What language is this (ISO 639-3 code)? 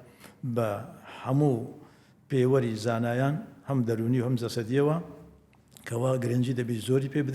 ckb